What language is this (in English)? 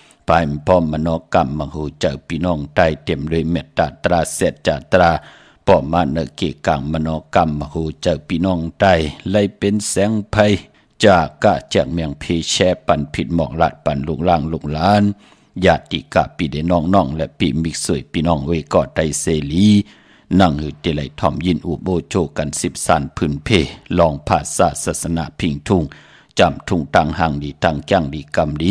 Shan